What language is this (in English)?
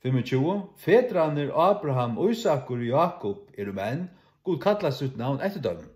Faroese